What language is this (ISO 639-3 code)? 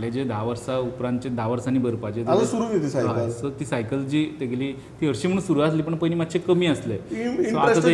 kok